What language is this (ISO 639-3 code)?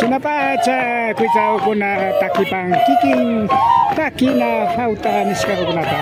qvi